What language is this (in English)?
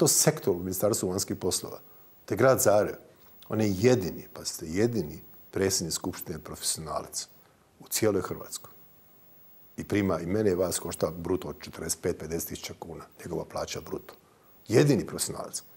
Croatian